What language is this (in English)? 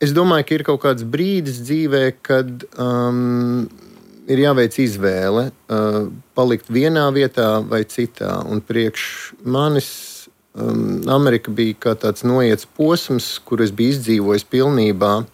Latvian